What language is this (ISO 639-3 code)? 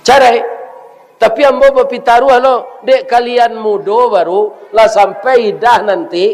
min